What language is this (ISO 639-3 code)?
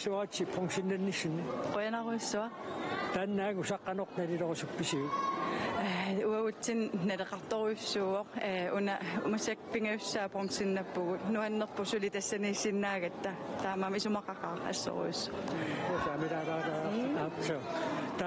kal